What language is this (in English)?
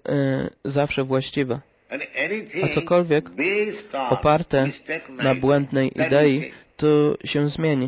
Polish